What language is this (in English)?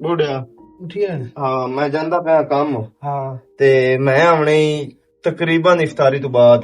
Western Panjabi